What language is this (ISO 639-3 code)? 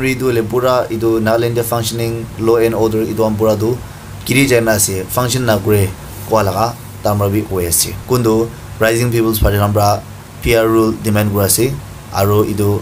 nag